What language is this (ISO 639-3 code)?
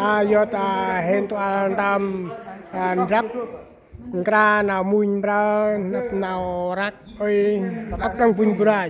cmo